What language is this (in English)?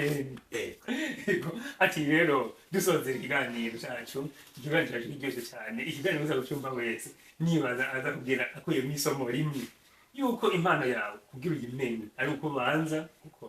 Rundi